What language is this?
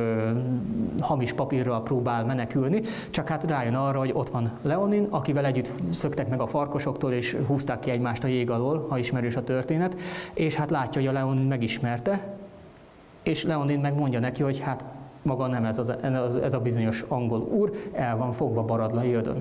Hungarian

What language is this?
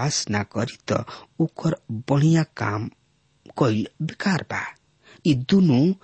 Bhojpuri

